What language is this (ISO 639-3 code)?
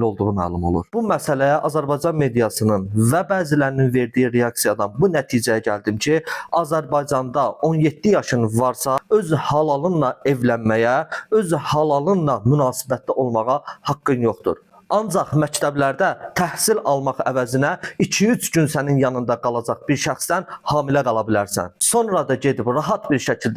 aze